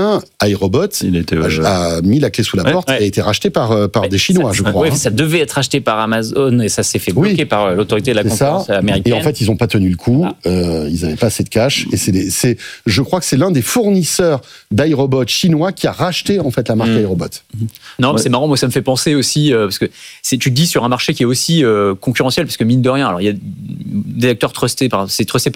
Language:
French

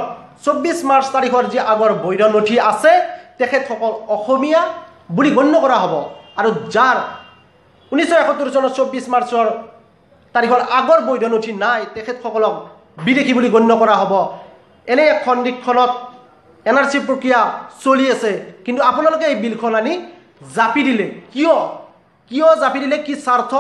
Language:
Assamese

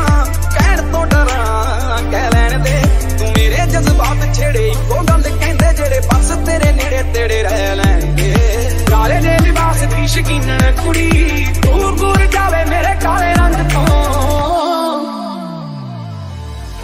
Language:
Punjabi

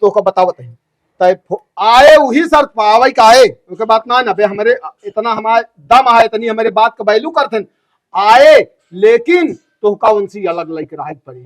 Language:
Awadhi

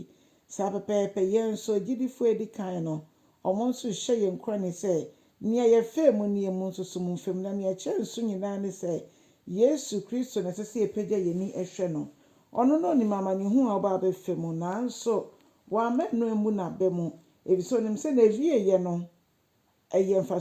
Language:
Akan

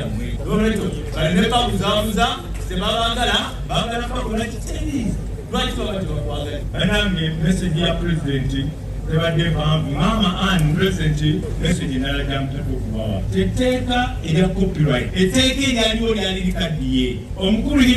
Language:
Ganda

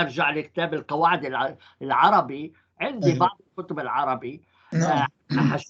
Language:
North Levantine Arabic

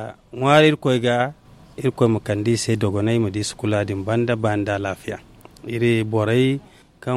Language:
Zarma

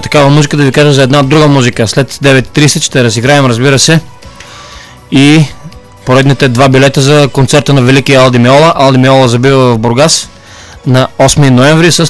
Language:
Bulgarian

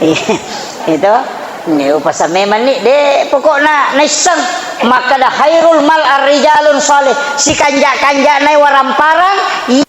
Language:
Buginese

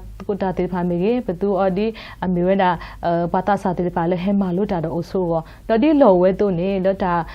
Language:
S'gaw Karen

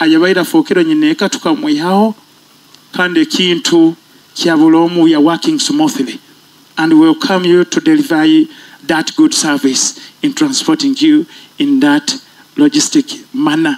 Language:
Nyoro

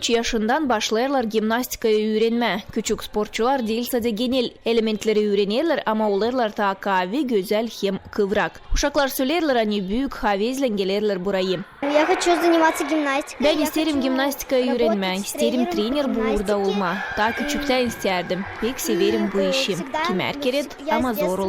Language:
Gagauz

